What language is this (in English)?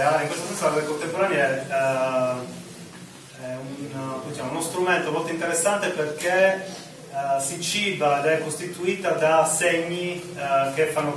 Italian